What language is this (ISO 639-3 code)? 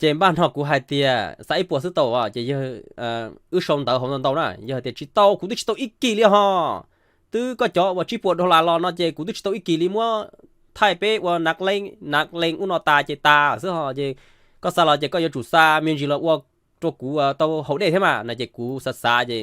hmn